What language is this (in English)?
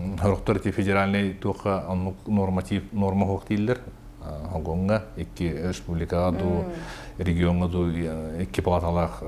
Yakut